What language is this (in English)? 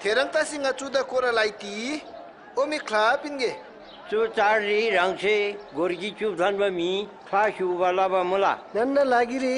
Eastern Tamang